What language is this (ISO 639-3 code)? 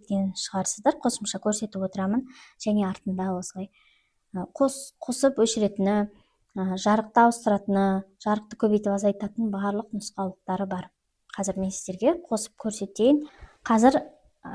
kaz